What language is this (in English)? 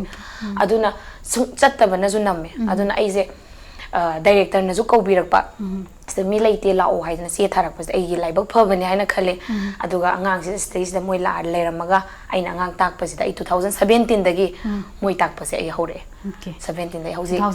Manipuri